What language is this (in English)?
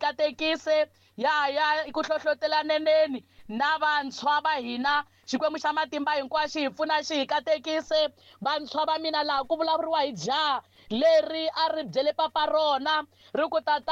Tsonga